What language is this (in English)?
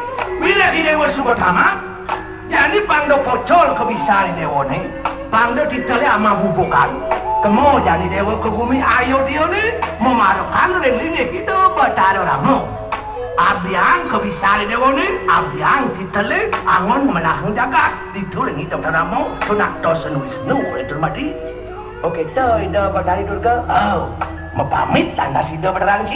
Balinese